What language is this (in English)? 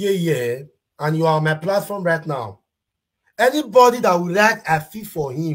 Nigerian Pidgin